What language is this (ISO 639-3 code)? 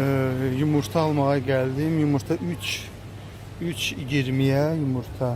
aze